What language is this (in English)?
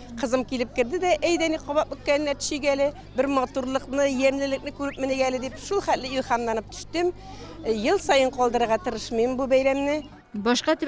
Tatar